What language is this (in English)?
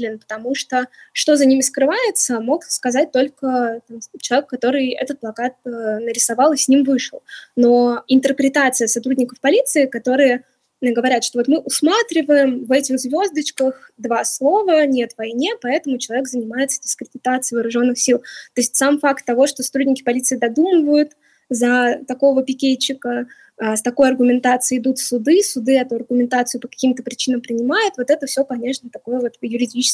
Russian